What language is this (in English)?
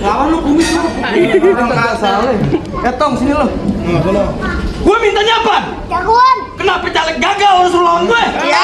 Betawi